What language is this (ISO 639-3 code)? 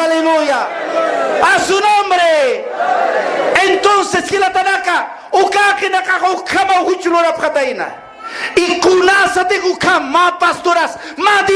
aym